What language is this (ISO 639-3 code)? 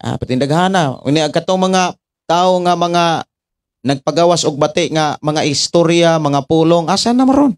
ceb